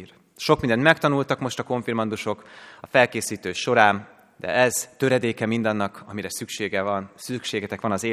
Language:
Hungarian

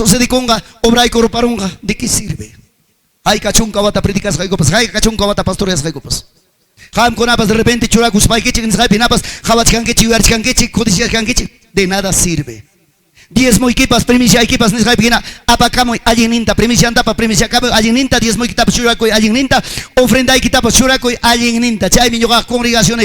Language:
Ayacucho Quechua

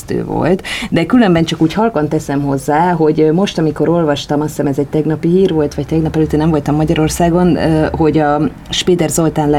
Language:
Hungarian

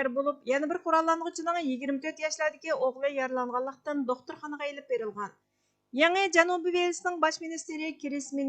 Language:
Uyghur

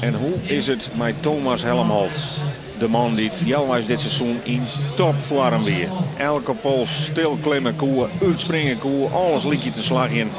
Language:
Western Frisian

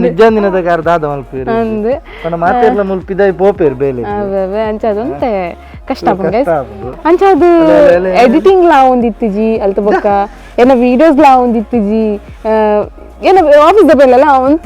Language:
Tulu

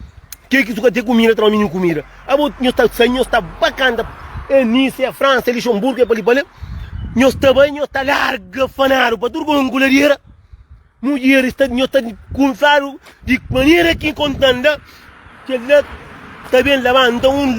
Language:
Kabuverdianu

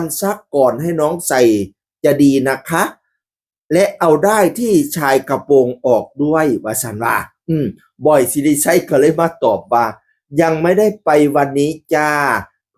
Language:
Northeastern Thai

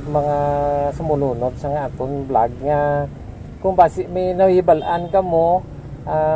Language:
Hiligaynon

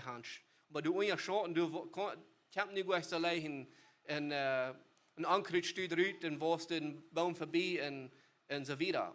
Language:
Plautdietsch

